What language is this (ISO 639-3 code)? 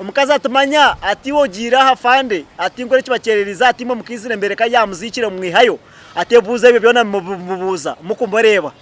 nyn